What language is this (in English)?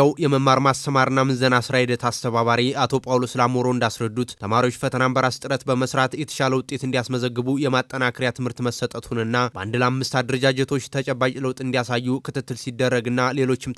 Amharic